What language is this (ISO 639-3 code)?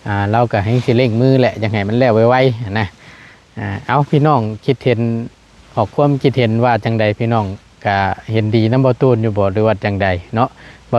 lao